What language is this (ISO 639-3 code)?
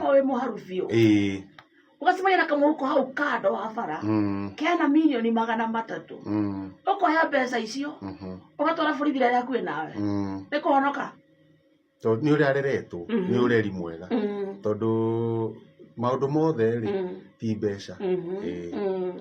kik